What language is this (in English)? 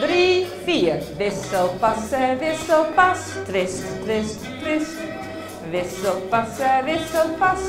Western Frisian